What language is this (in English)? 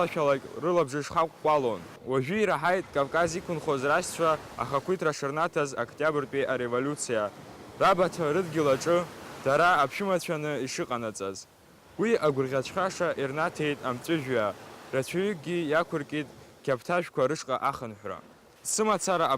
Abkhazian